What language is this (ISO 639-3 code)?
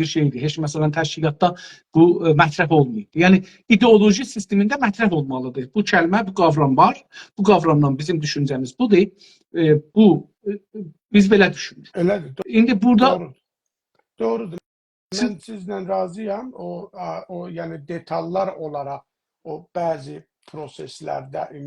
azb